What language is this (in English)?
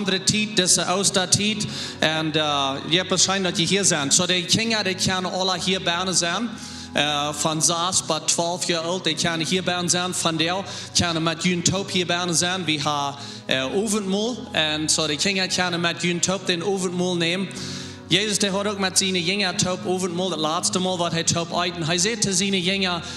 Plautdietsch